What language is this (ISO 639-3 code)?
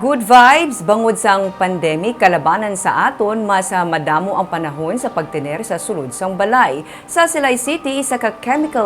hil